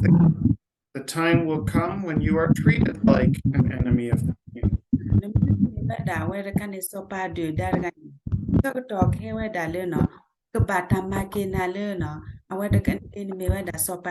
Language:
S'gaw Karen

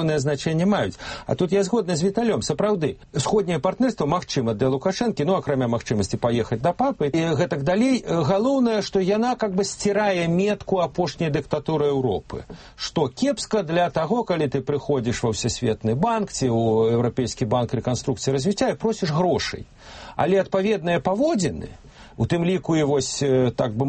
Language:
Belarusian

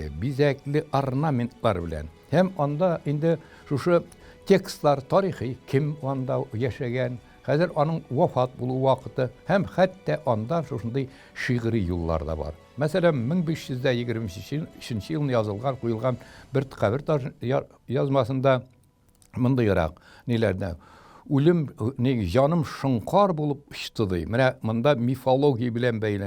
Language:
Tatar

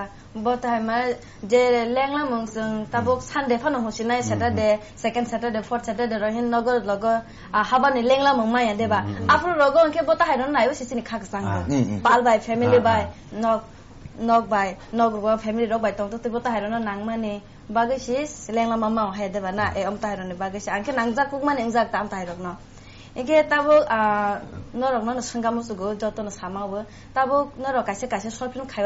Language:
Kok Borok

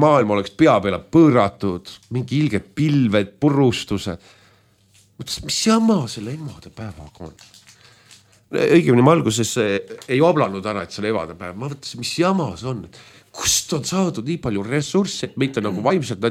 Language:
Estonian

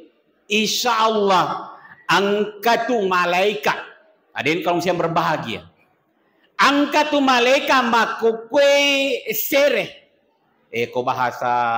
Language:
Buginese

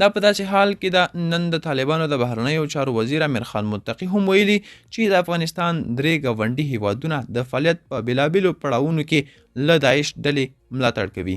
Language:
Pashto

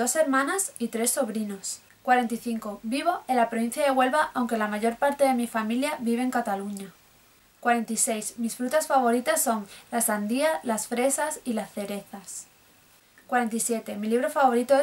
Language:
Spanish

